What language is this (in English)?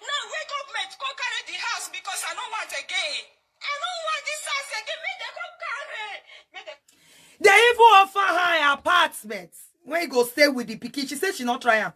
Nigerian Pidgin